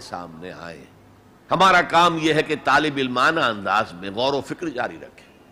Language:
Urdu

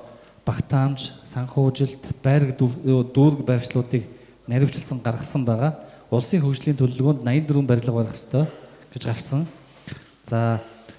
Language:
Mongolian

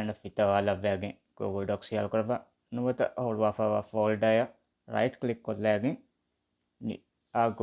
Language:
Divehi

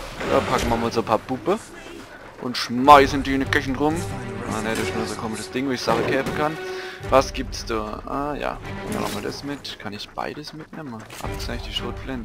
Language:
Palatine German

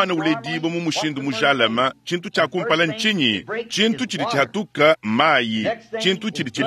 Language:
Luba-Lulua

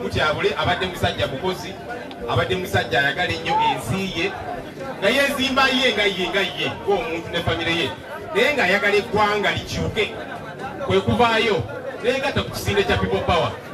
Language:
Ganda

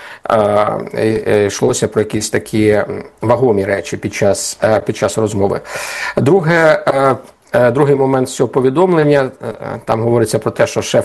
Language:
Ukrainian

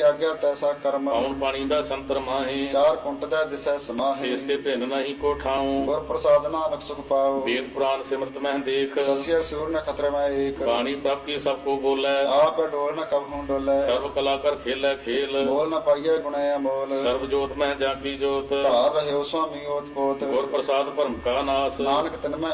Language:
Punjabi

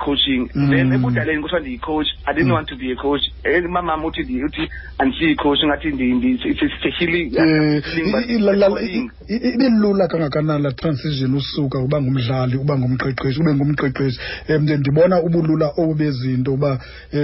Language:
Xhosa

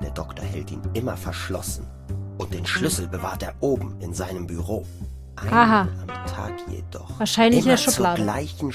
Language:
German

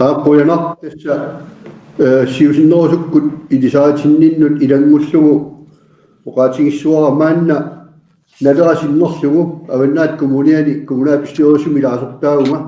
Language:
Kalaallisut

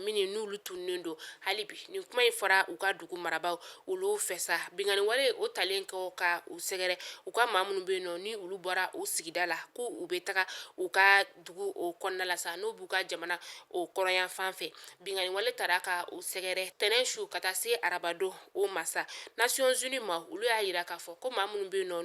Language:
Bambara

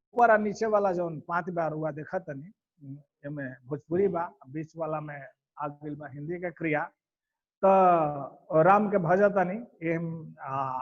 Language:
Bhojpuri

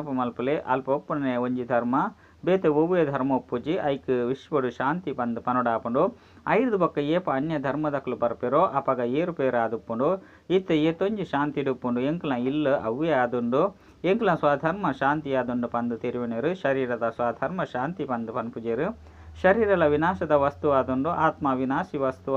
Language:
Tulu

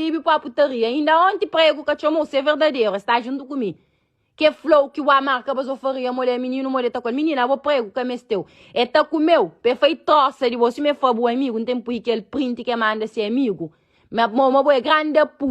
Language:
Kabuverdianu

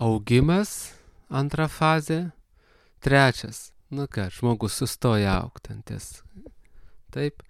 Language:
Lithuanian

